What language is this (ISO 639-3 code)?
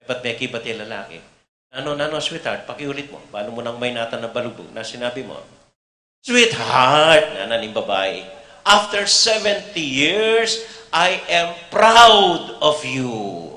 pam